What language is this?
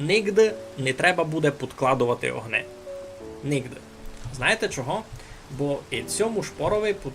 Rusyn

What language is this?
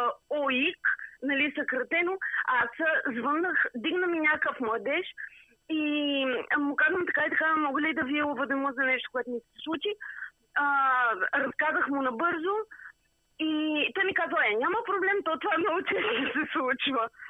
Bulgarian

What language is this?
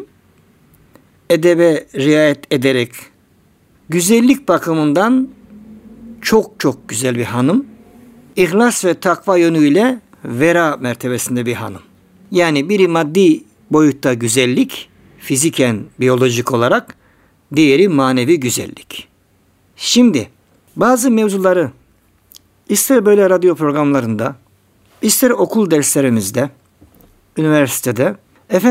Turkish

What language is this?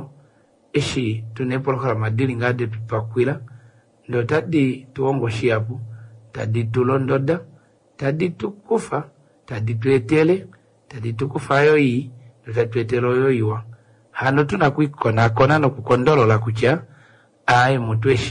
Kuanyama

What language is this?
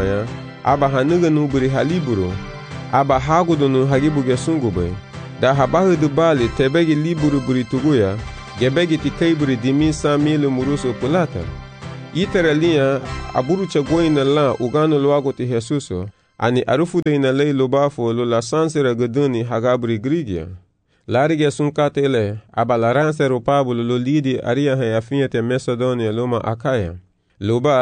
Garifuna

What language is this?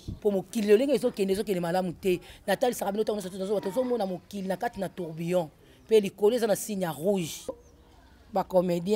Lingala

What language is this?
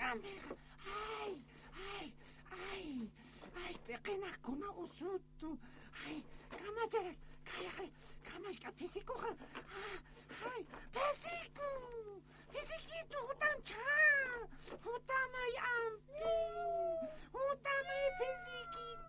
Aymara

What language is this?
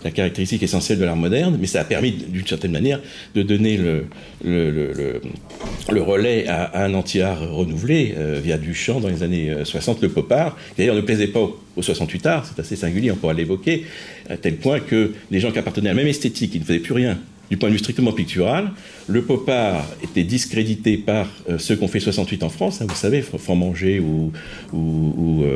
French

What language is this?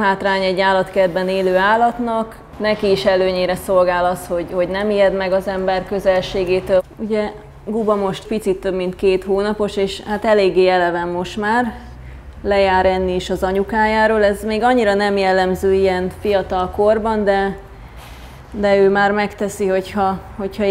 Hungarian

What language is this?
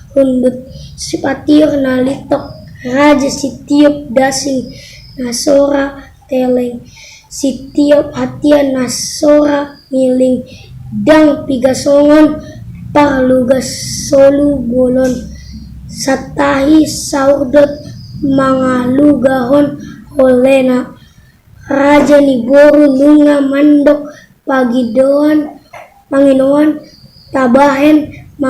Batak Toba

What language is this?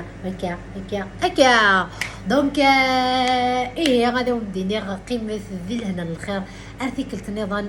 Kabyle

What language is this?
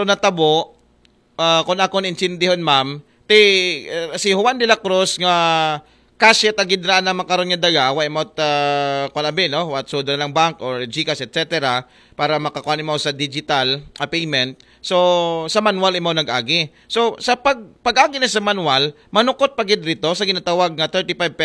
Aklanon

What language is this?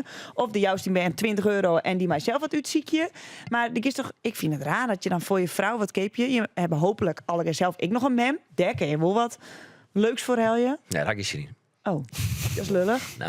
Western Frisian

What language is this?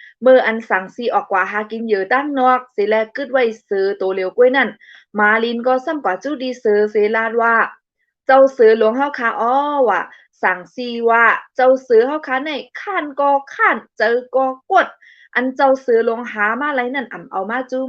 Shan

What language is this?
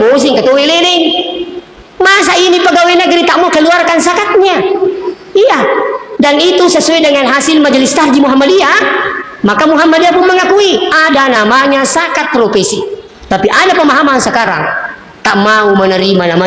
Buginese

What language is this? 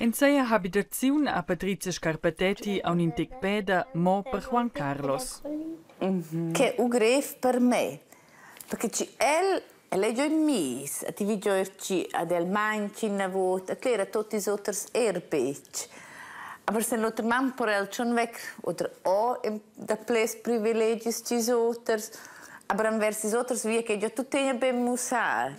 Romansh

